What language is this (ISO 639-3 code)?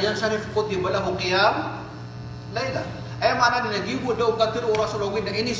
mrw